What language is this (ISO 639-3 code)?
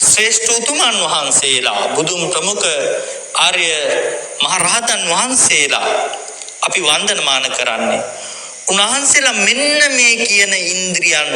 sin